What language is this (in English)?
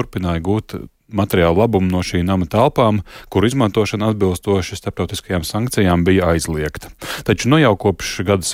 Latvian